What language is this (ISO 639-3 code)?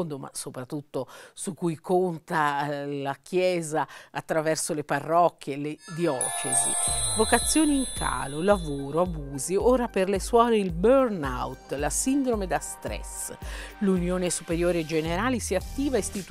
ita